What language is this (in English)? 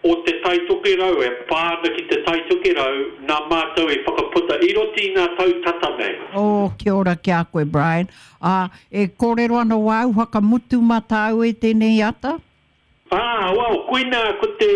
Māori